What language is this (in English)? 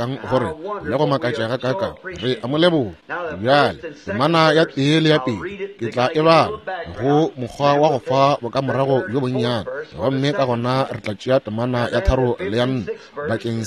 Northern Sotho